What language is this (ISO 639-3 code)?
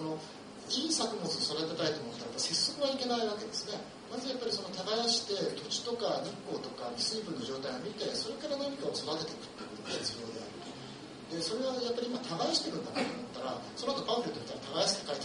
jpn